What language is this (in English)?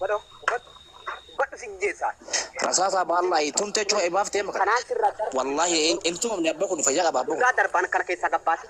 Oromo